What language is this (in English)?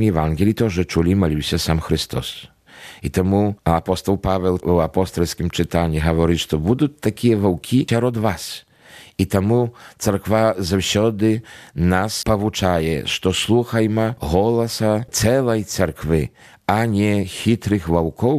Belarusian